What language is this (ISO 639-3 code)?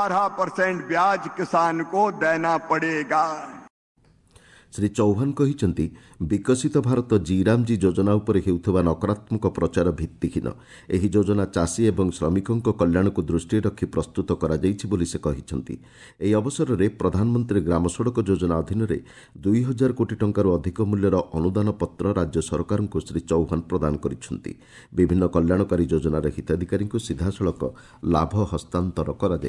ori